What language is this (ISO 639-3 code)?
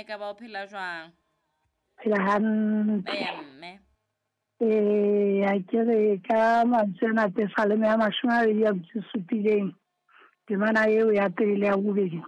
sot